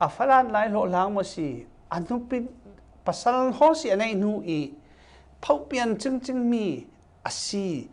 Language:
Falam Chin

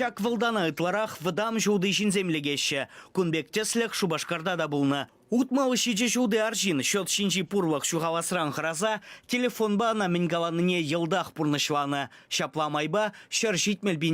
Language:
Chuvash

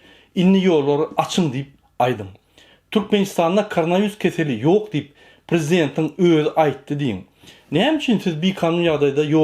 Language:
Turkmen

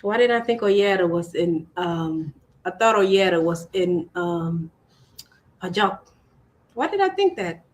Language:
Acoli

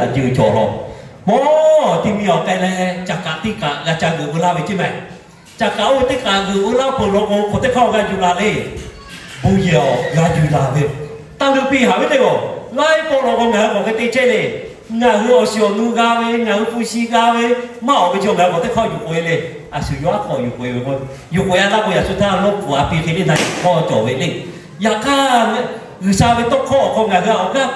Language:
Lahu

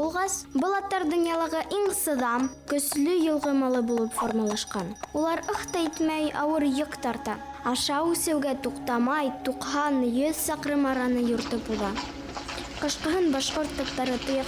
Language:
Bashkir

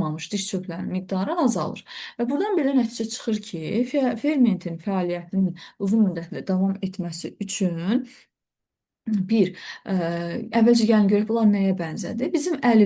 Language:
Azerbaijani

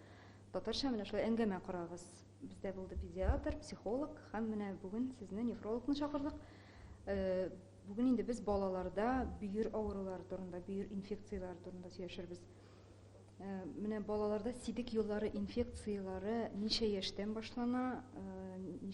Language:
Tatar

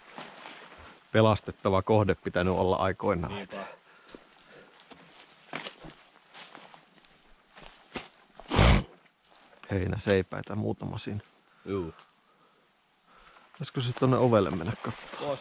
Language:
Finnish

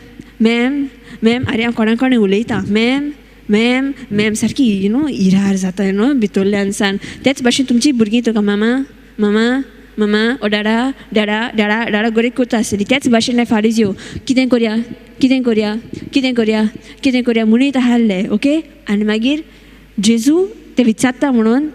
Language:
Konkani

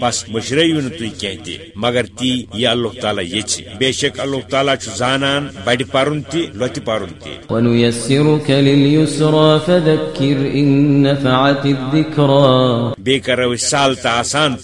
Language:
Kashmiri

